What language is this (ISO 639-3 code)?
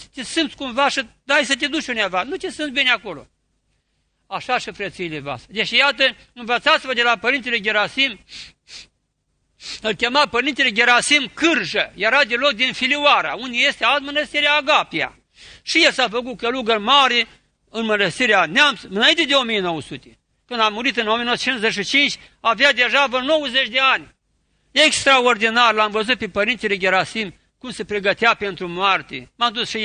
ron